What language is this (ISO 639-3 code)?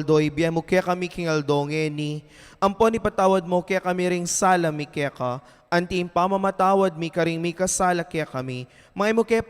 pam